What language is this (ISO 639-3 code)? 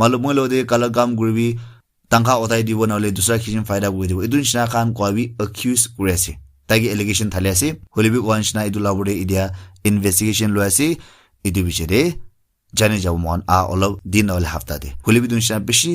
nag